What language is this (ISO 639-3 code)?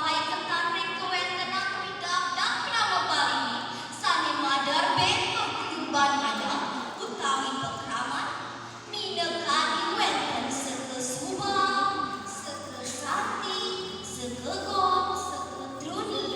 ban